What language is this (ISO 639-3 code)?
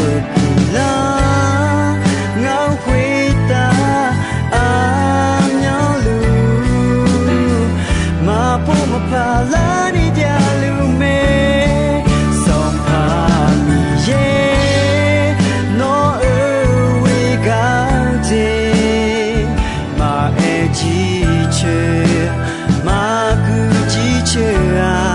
ahk